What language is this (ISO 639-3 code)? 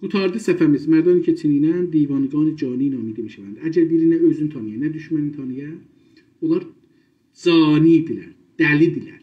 azb